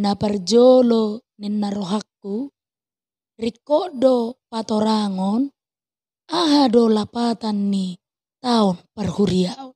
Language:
Batak Toba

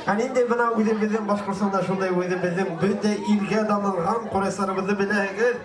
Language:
Bashkir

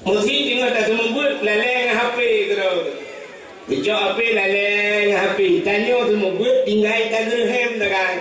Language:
Achinese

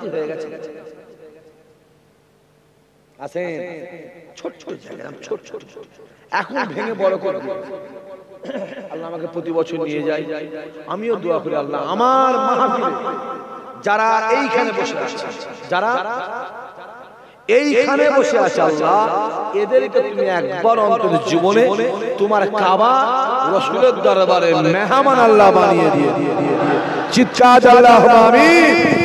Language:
Bangla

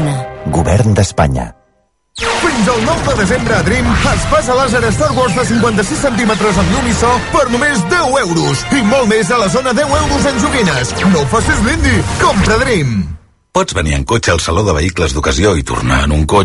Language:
Catalan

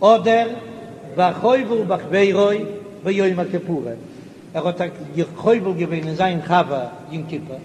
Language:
Yiddish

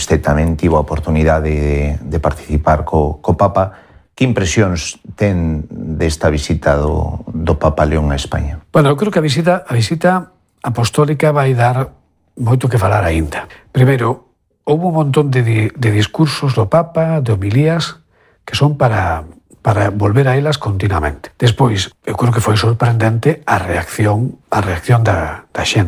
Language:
Galician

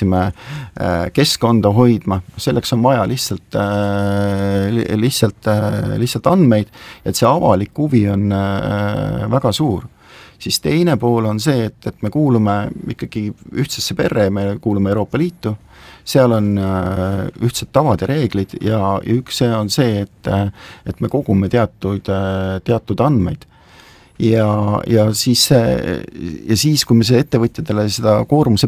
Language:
Estonian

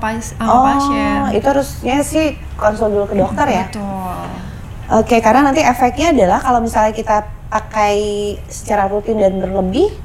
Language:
Indonesian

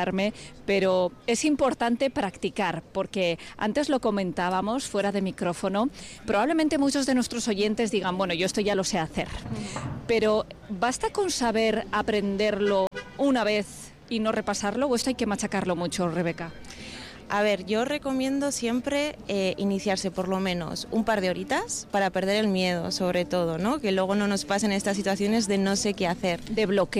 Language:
Spanish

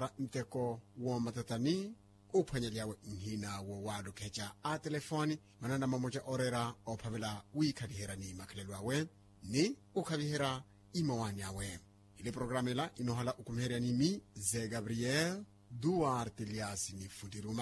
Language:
Makhuwa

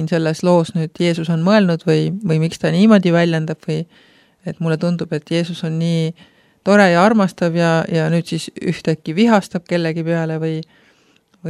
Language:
Estonian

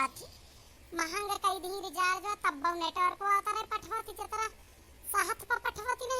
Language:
Awadhi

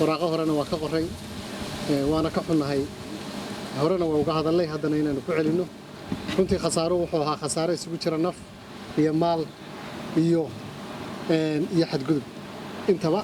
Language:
Somali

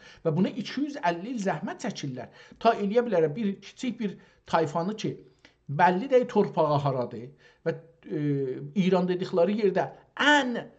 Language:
South Azerbaijani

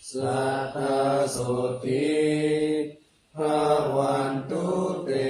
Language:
Pali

